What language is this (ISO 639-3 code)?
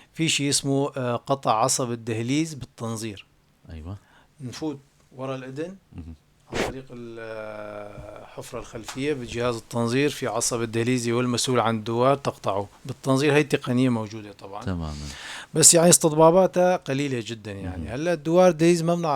apc